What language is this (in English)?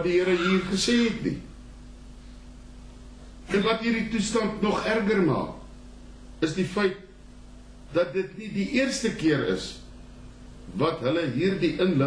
Afrikaans